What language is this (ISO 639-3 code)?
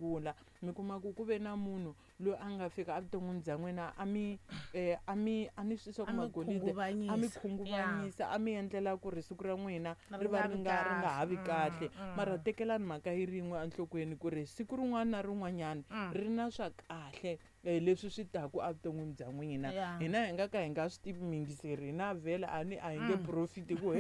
tso